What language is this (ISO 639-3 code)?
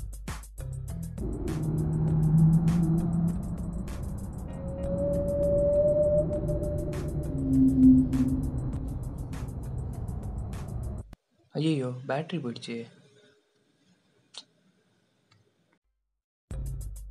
tam